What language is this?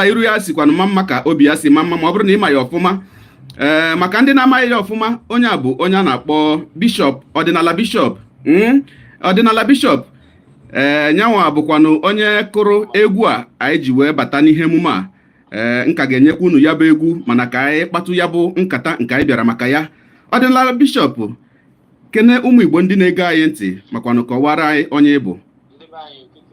Igbo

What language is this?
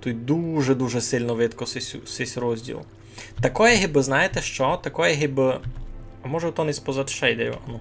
Rusyn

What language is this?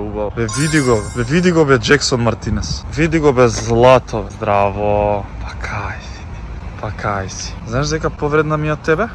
Macedonian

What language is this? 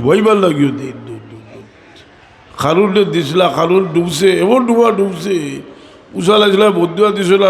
Sylheti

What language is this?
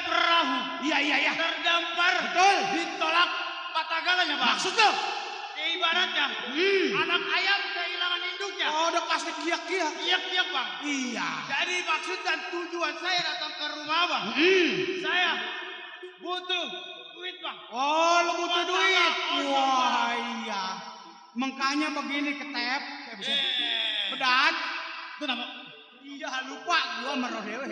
Betawi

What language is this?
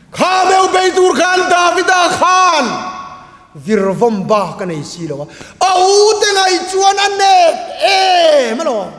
Mizo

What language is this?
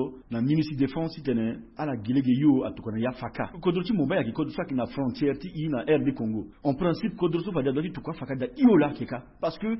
Sango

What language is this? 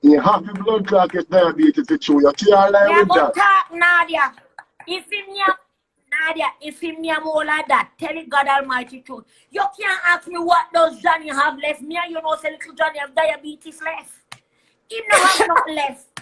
Jamaican Creole English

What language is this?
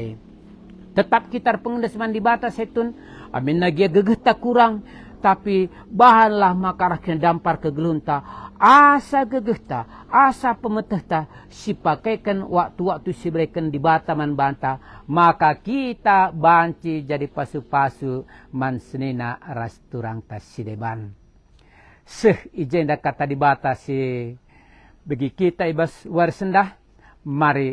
Batak Karo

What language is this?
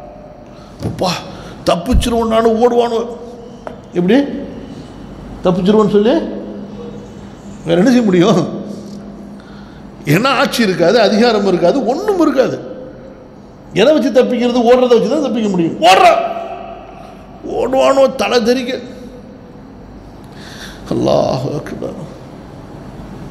Tamil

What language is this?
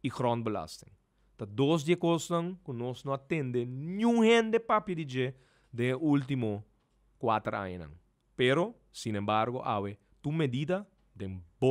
Papiamento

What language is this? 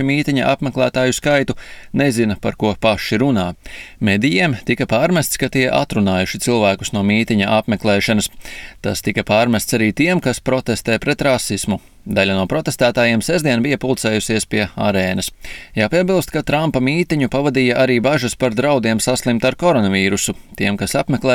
Latvian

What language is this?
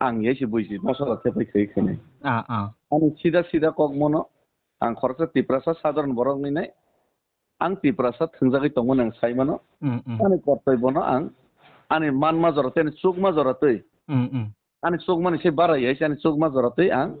Kok Borok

